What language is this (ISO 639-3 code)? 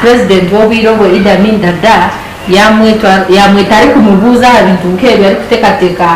nyn